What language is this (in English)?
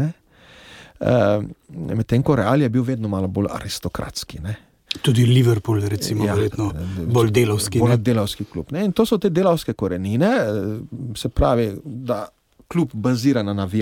Slovenian